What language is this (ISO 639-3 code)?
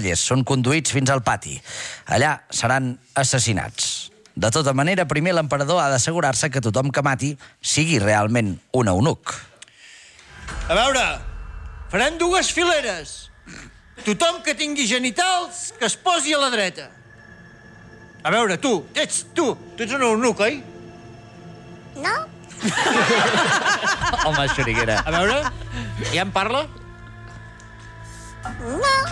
cat